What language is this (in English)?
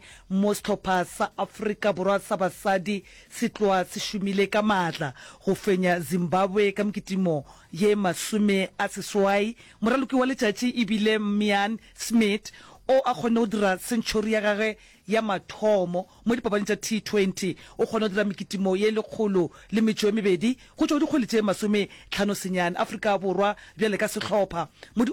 Northern Sotho